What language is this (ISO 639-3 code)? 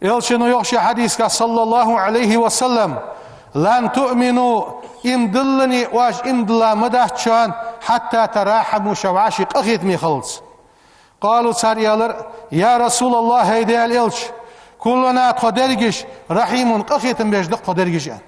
inh